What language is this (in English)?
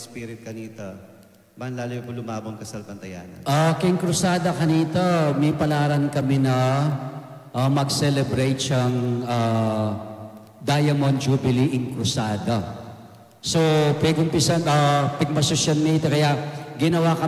Pampanga